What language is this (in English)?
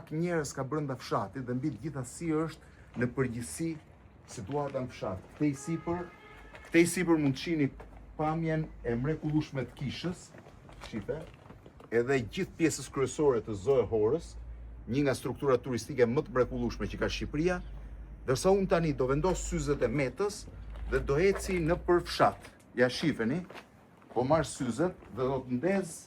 Albanian